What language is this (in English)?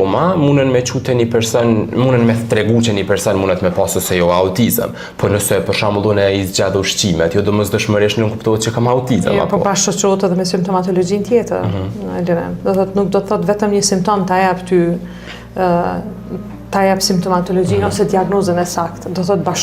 Albanian